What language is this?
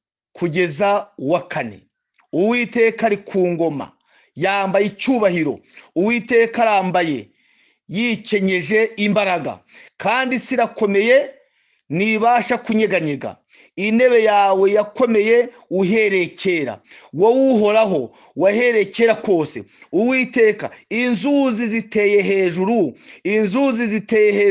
Kinyarwanda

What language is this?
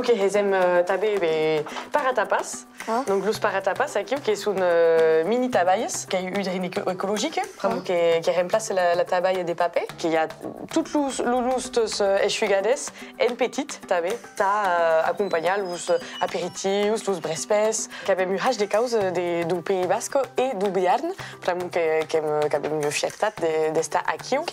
Occitan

